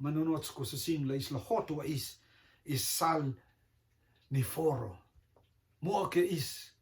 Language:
Rotuman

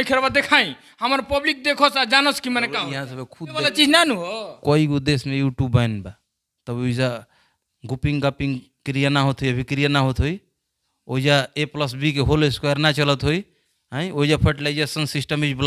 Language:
Bhojpuri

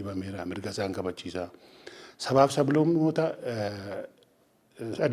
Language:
Oromo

